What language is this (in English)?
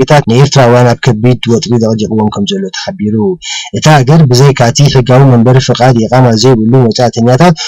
Tigrinya